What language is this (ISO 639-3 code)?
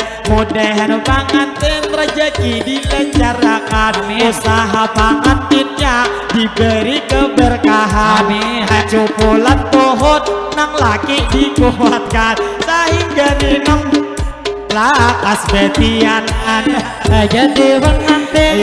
bjn